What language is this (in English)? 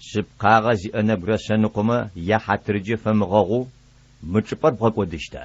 Adyghe